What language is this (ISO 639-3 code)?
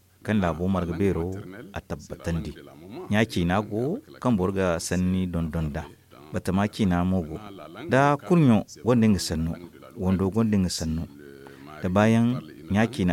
dje